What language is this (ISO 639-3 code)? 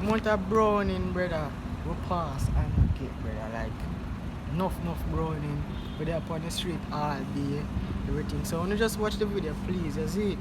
jam